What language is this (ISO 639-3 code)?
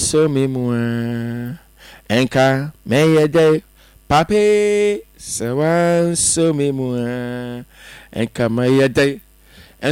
aka